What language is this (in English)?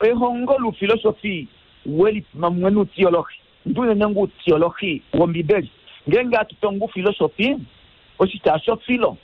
Kuanyama